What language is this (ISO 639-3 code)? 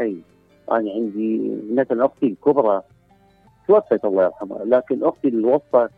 acm